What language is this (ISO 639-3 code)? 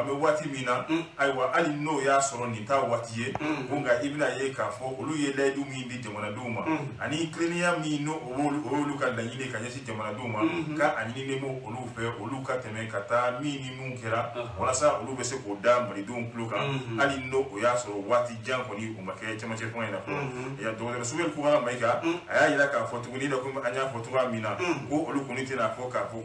bam